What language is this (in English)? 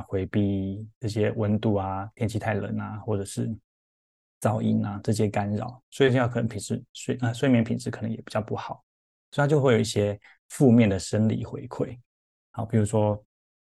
Chinese